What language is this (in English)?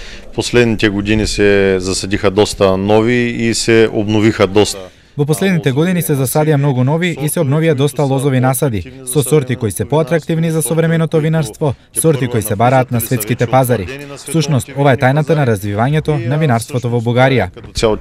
Macedonian